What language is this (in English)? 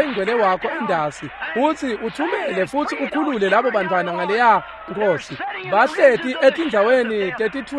Swati